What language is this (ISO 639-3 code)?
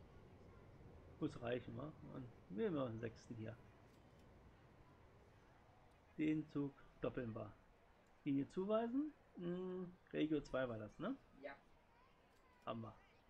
deu